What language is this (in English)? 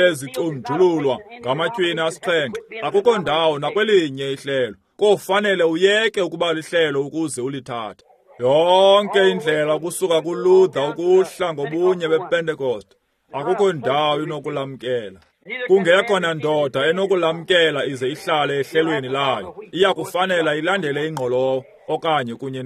Xhosa